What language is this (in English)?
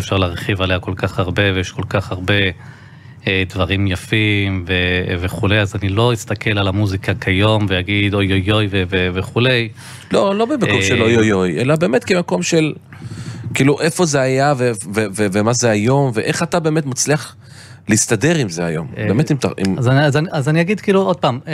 Hebrew